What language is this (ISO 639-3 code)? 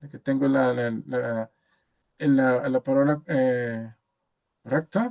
lad